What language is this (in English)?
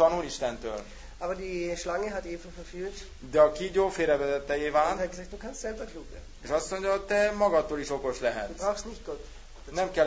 Hungarian